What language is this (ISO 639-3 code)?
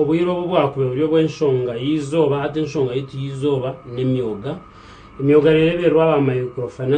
nyn